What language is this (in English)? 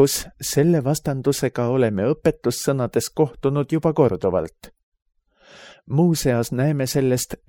Estonian